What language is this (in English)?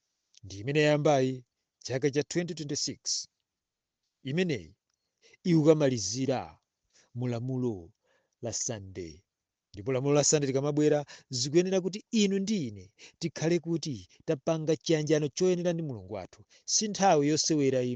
Nyanja